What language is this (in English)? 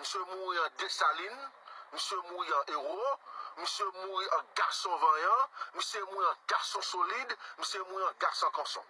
Haitian Creole